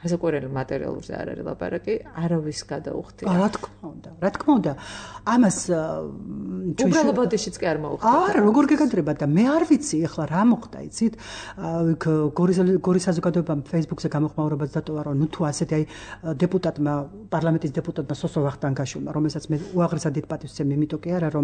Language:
Georgian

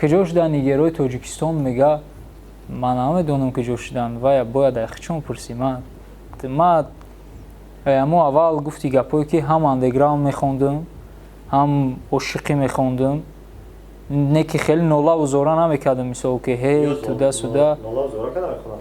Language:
Tajik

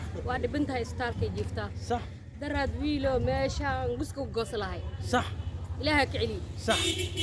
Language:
Somali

